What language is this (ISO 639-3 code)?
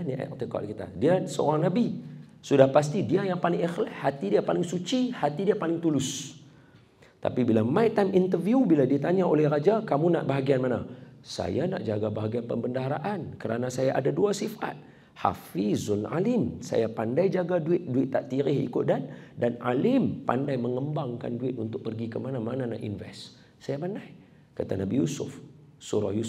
msa